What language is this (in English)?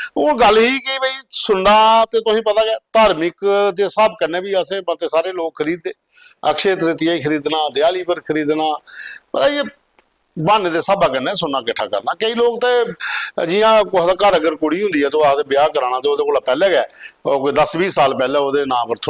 Dogri